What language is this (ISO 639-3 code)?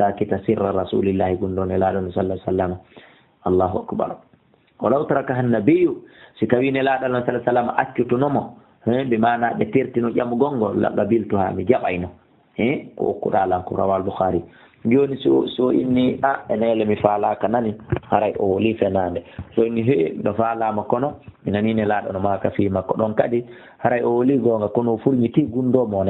ful